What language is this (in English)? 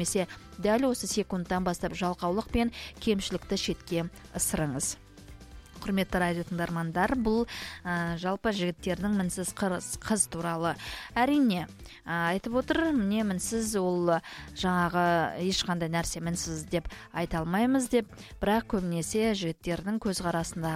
Kazakh